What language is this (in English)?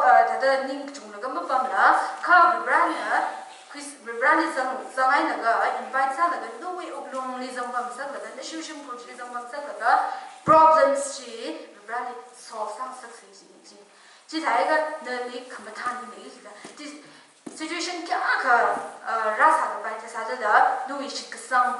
Tangkhul Naga (India)